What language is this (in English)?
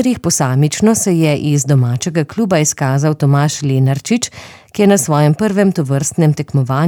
Slovenian